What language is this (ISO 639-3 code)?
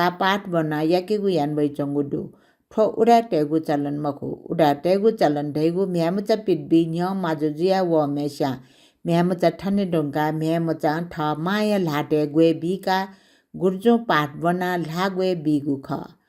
new